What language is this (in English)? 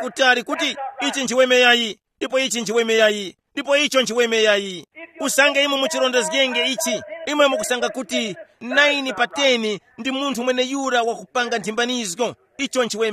Tumbuka